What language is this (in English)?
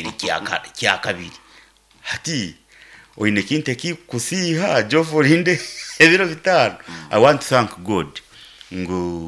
Nyankole